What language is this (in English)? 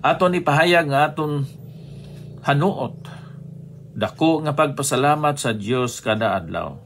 Hiligaynon